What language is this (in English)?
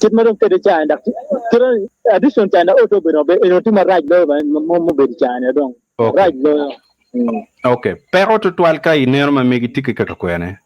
Acoli